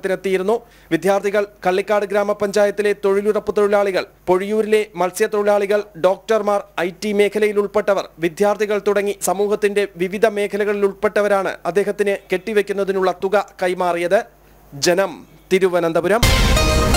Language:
Malayalam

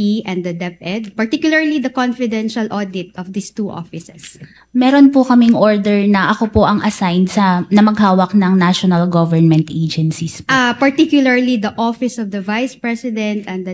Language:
Filipino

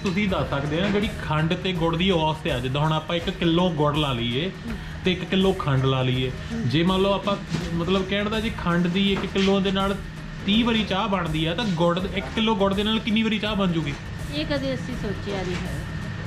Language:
Punjabi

